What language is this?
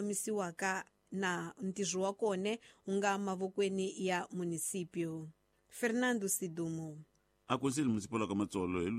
Tsonga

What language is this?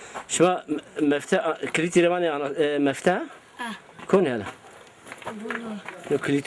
Zaza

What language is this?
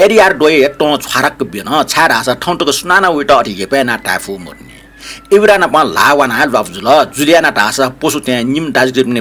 Newari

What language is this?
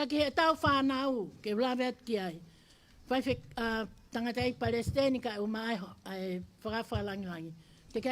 Tongan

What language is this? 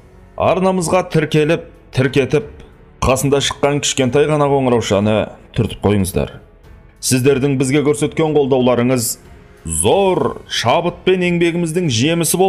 Kazakh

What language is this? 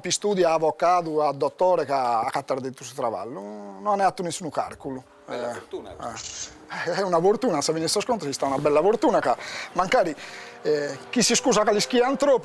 Sardinian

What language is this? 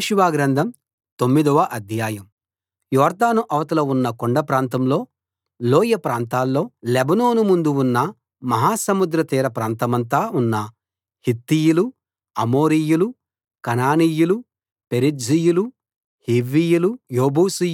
Telugu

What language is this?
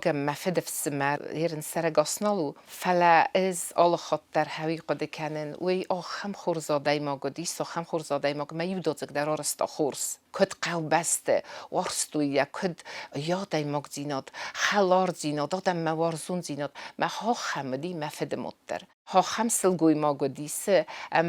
Ossetic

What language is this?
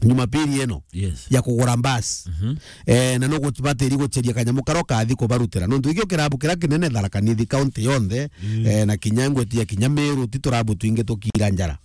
Meru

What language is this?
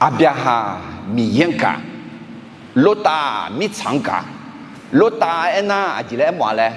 Akha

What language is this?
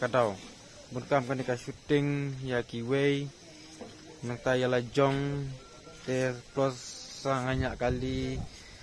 Khasi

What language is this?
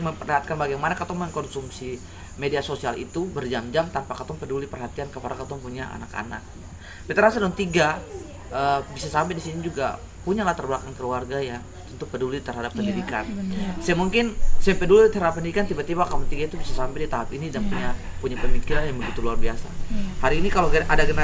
Ambonese Malay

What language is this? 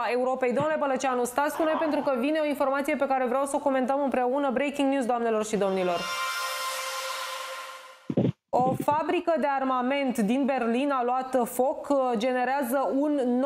Romanian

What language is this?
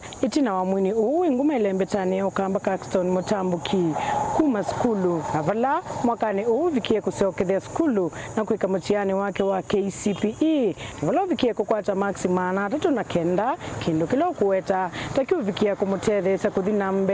Kamba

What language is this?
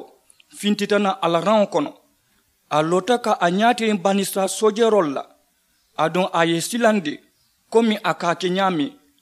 Mandingo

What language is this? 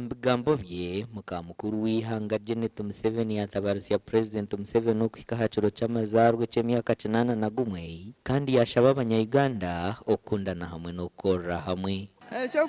Nyankole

